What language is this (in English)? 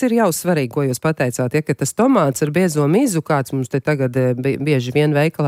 Latvian